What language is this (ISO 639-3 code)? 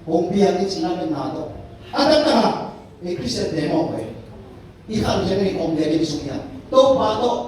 ctd